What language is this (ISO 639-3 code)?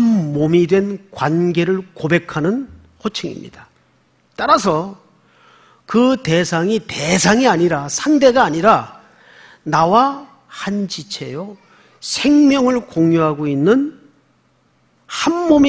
kor